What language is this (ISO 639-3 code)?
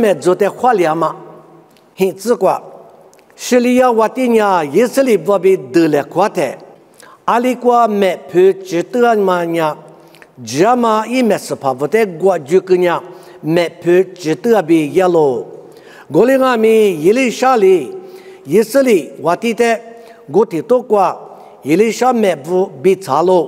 lis